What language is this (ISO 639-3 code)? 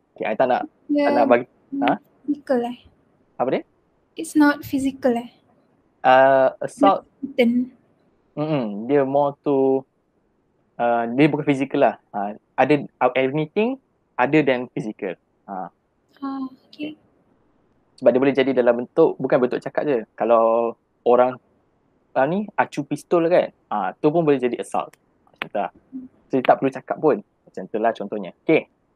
msa